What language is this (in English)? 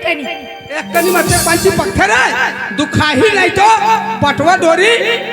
Chhattisgarhi